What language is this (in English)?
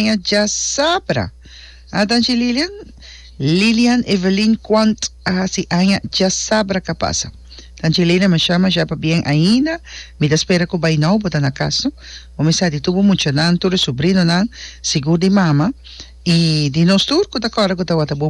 Papiamento